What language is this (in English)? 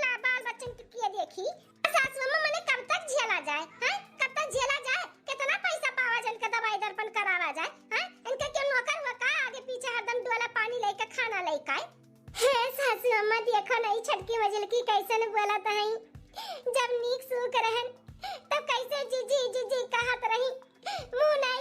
Awadhi